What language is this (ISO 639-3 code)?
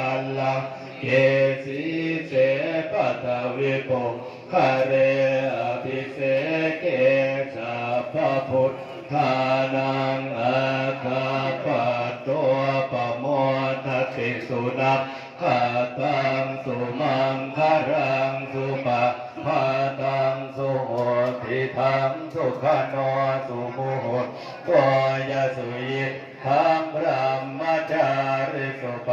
pli